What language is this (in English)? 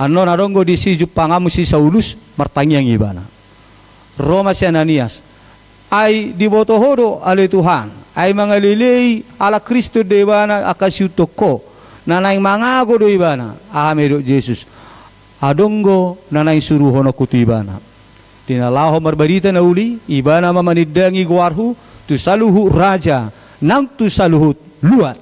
Batak Toba